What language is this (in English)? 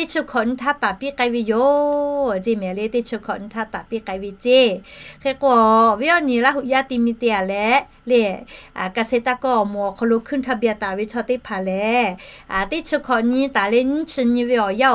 Lahu